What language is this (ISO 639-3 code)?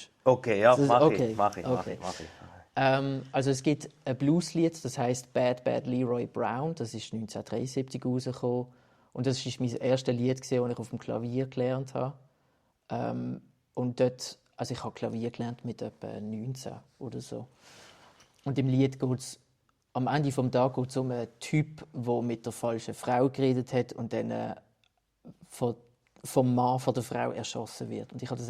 gsw